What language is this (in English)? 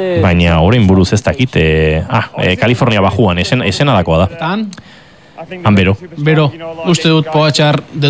Basque